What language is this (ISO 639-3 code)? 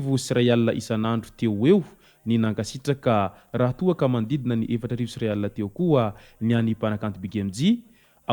mlg